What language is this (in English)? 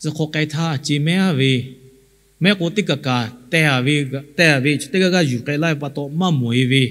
Lahu